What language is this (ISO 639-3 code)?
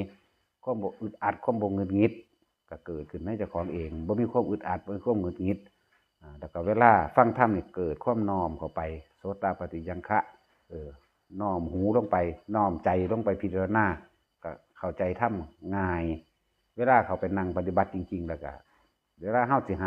lao